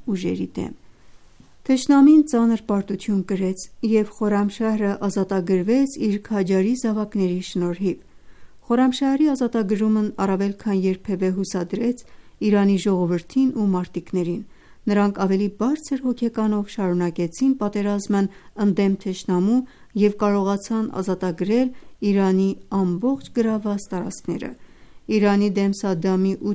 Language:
Armenian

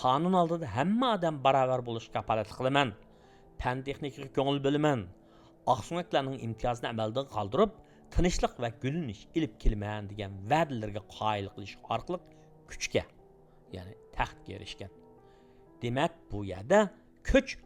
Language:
Uyghur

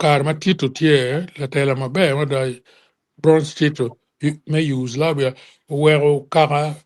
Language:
Acoli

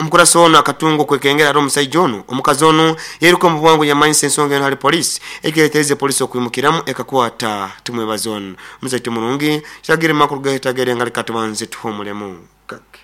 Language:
Nyoro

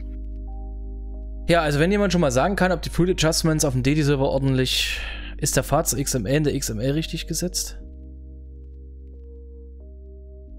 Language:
German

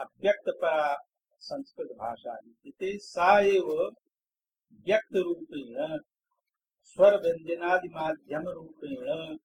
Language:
Sanskrit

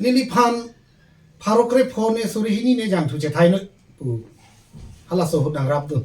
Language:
Karbi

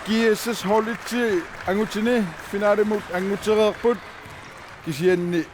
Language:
Kalaallisut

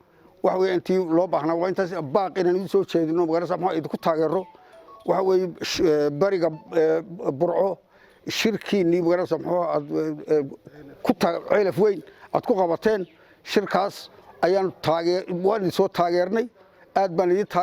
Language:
Somali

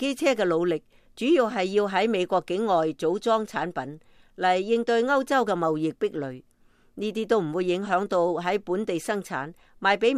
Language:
Cantonese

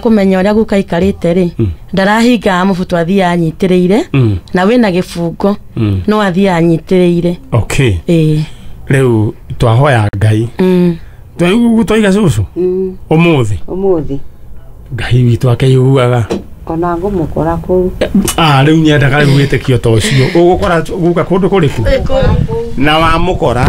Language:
Kikuyu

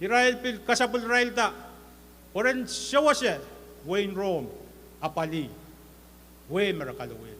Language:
Pohnpeian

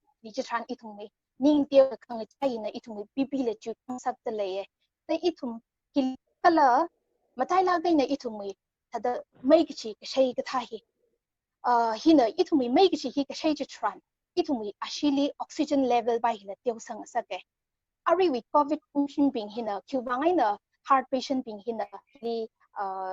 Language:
Tangkhul Naga (India)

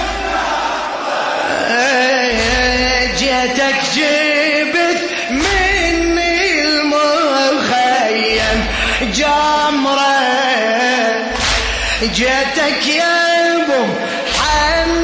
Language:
Mesopotamian Arabic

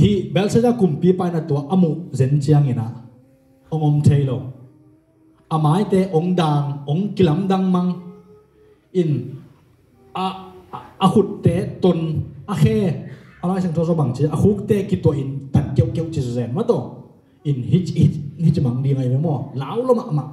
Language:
Tedim Chin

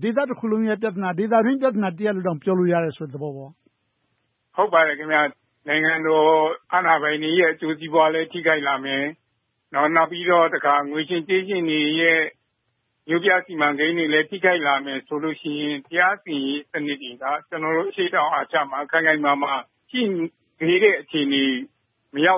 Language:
Burmese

